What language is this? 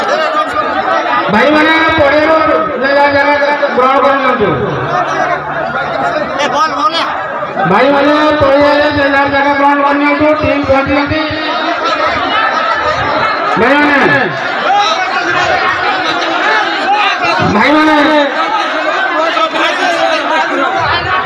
Hindi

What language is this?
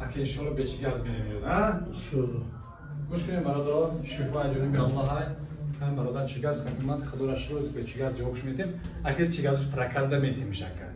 Tajik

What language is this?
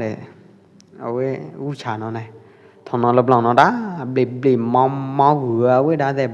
Pwo Eastern Karen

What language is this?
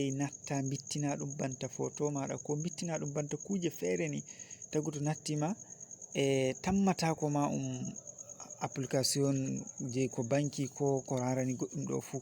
Fula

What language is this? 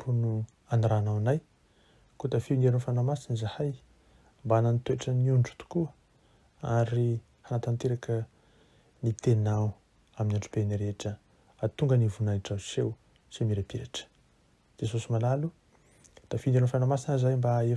Malagasy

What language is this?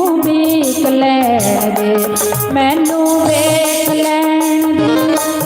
Dogri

